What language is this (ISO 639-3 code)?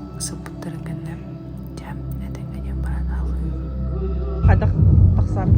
sah